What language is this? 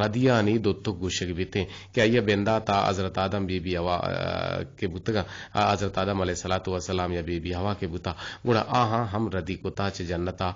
Eastern Balochi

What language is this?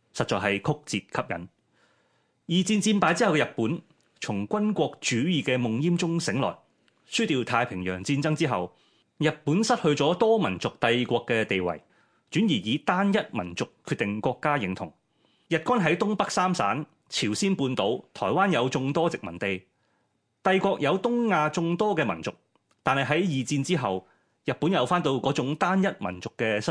Cantonese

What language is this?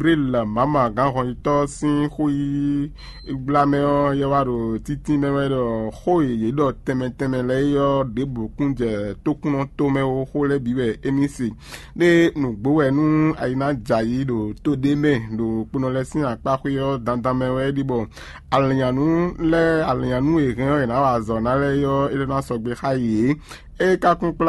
Fon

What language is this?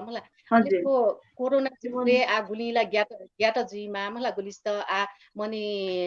Newari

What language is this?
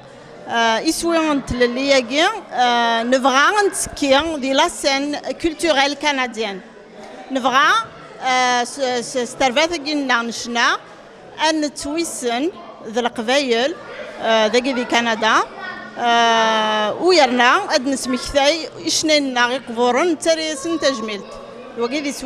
Kabyle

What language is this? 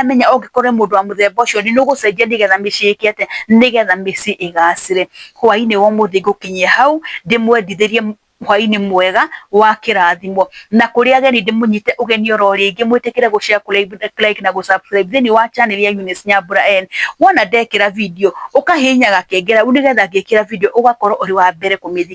Kikuyu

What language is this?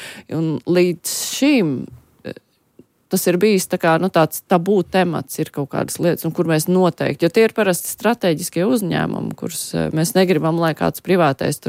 Latvian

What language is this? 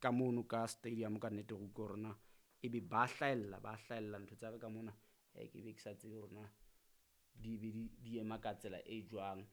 Southern Sotho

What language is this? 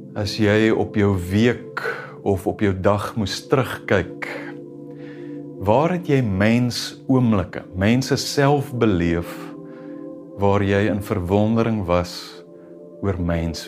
Afrikaans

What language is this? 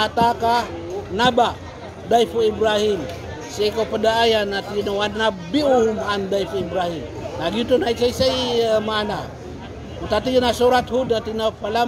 Maranao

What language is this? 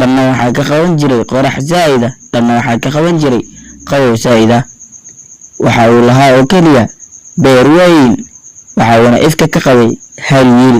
Somali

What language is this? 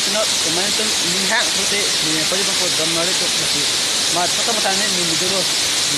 Karbi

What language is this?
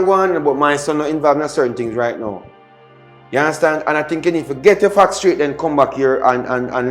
Jamaican Creole English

